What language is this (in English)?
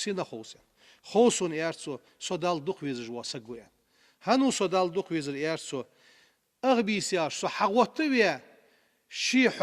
Ingush